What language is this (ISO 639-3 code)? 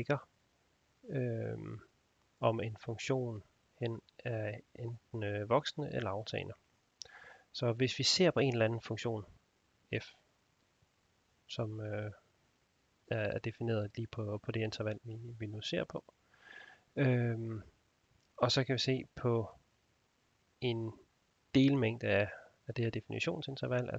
dan